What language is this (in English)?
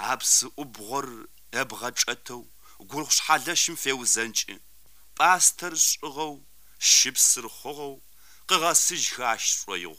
Kabardian